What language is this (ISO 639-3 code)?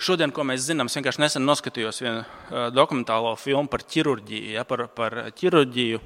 lav